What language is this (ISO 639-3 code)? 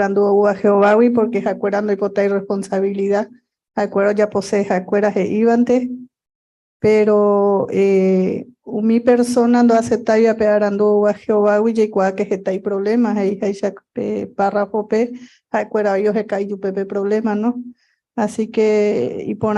grn